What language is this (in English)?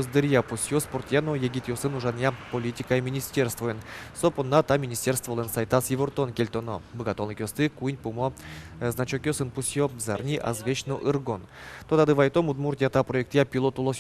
Udmurt